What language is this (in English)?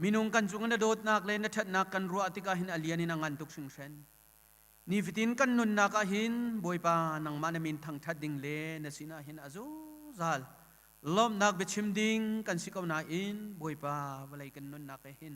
Hakha Chin